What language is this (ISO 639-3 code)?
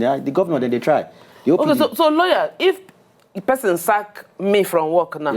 pcm